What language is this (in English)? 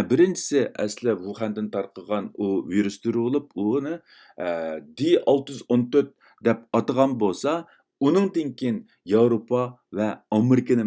Uyghur